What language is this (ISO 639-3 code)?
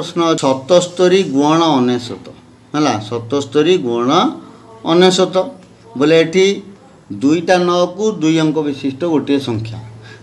ori